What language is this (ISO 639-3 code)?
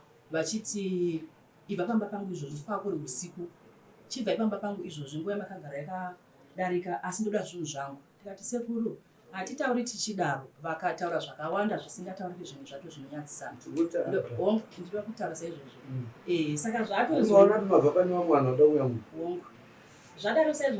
sna